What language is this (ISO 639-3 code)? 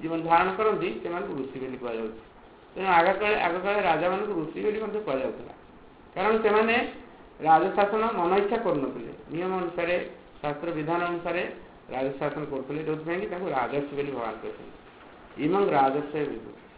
ori